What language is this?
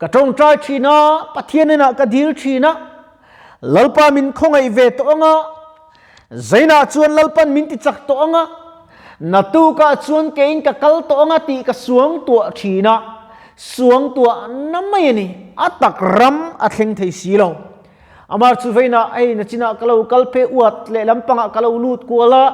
Mizo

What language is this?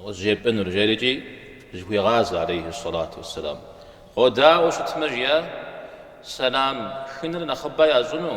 Kabardian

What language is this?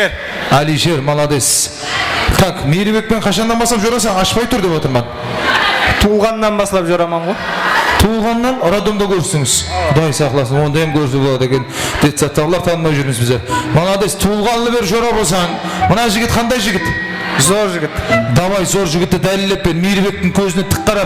Kara-Kalpak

